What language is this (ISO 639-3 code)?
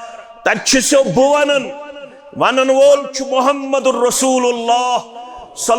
kas